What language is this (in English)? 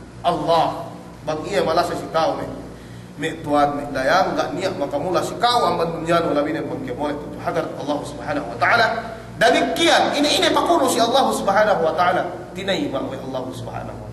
Yakan